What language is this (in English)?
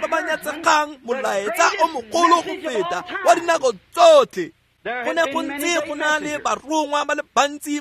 Tswana